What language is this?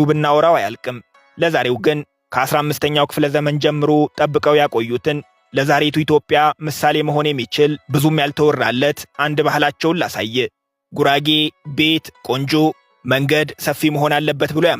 Amharic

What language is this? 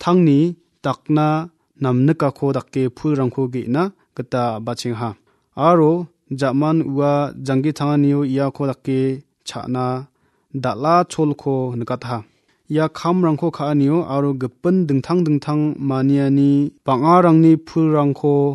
Garo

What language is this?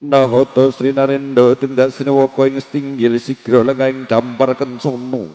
Javanese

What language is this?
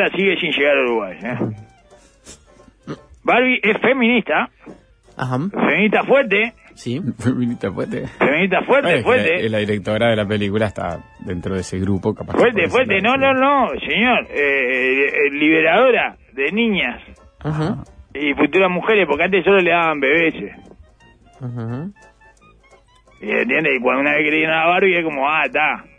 Spanish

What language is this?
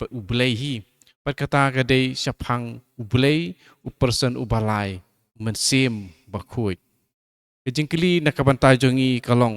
Khasi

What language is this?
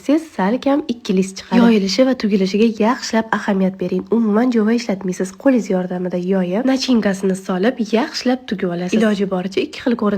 Uzbek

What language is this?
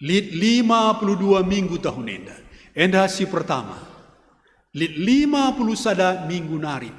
Batak Karo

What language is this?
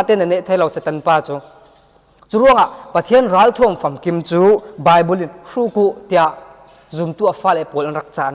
Falam Chin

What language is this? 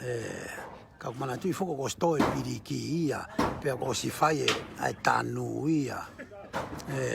Tongan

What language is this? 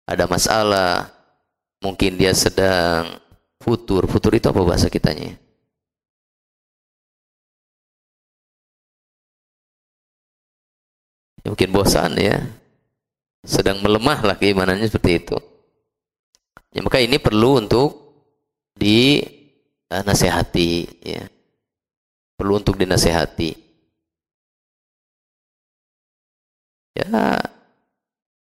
Indonesian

